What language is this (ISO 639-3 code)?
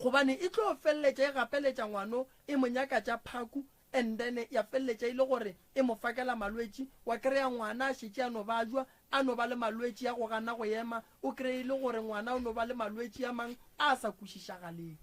nso